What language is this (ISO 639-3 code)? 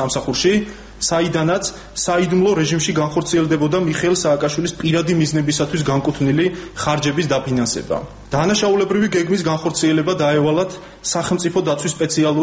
kat